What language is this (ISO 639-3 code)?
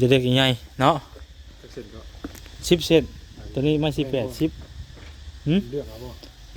lao